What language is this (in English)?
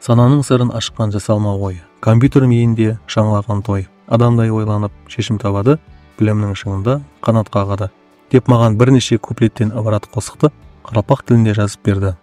Kara-Kalpak